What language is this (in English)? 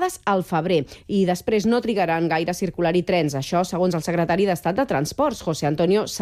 Catalan